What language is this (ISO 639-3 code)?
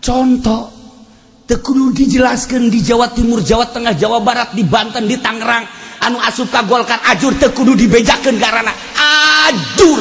sun